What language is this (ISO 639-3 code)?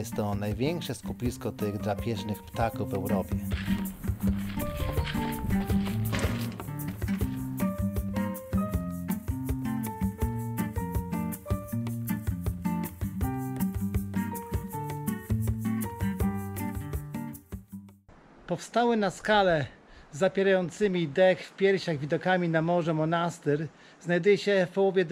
pol